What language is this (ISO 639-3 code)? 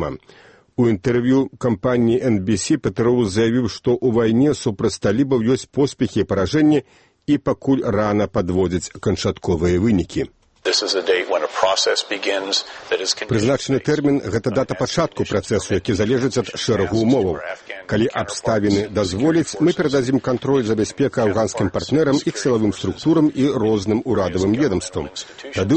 bel